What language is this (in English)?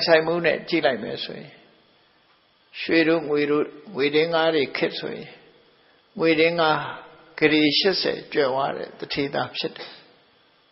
Burmese